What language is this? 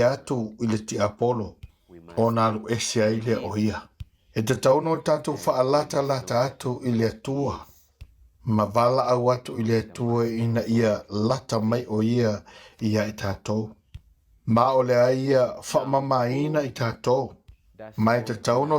Samoan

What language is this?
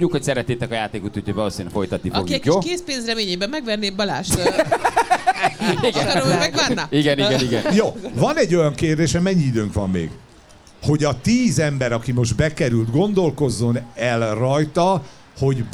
Hungarian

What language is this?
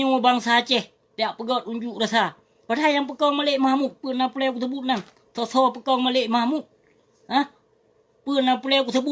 Achinese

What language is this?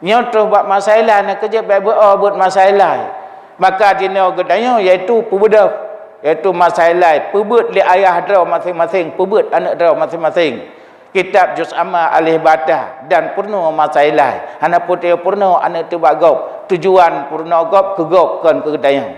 Achinese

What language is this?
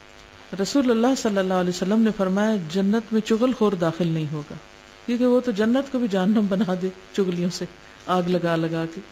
Urdu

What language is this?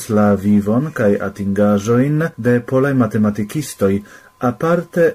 Esperanto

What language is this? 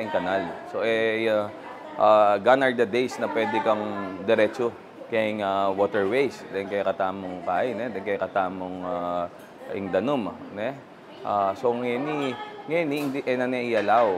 Pampanga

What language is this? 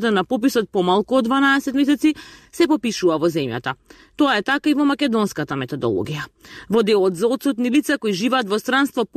Macedonian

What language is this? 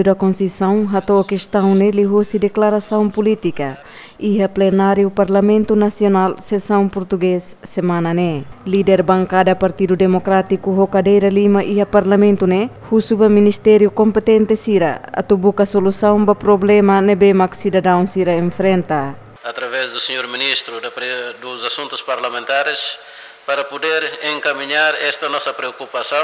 Tetum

